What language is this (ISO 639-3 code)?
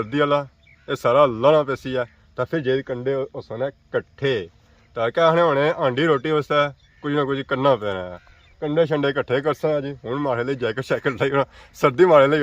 phr